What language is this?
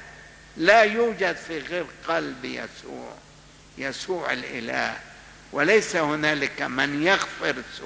Egyptian Arabic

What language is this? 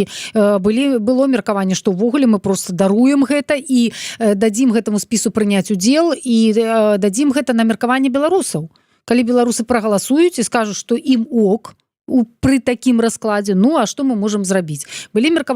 Belarusian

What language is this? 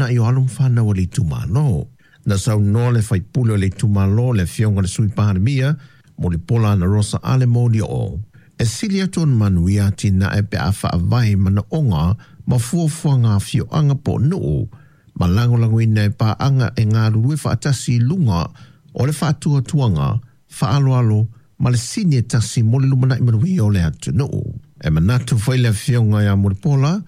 Samoan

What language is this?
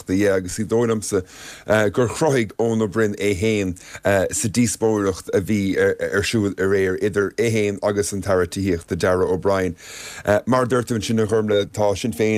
Irish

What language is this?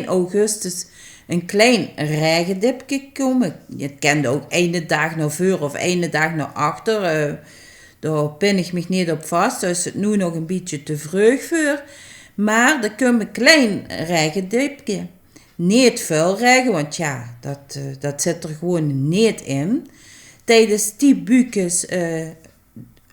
Limburgish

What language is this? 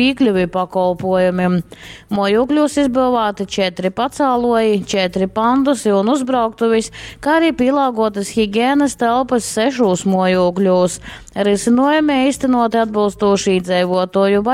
Latgalian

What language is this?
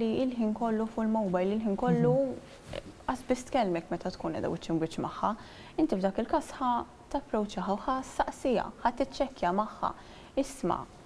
Maltese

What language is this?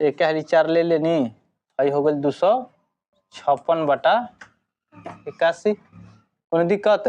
Bhojpuri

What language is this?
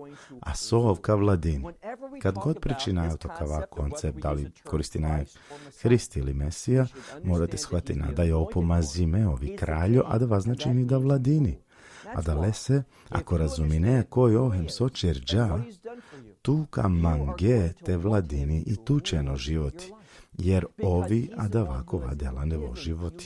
Balkan Romani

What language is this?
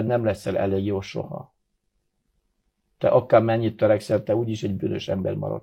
Hungarian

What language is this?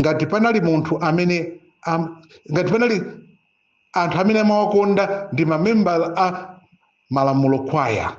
Nyanja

